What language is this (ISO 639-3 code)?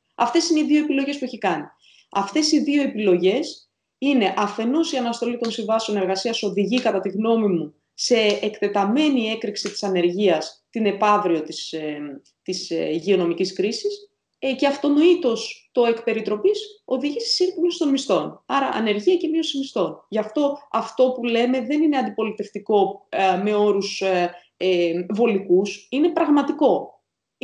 ell